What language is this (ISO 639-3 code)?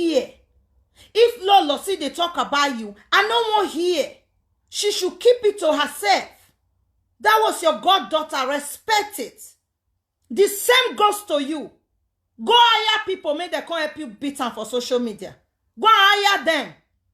pcm